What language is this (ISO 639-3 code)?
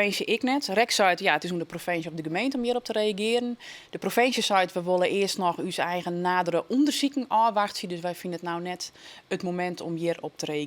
fry